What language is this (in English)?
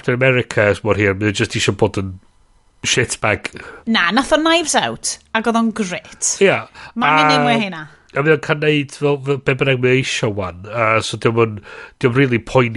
Welsh